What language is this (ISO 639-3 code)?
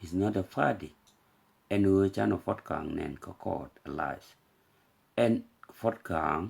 nus